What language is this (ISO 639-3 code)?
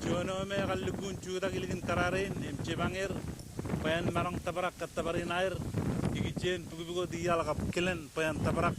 mah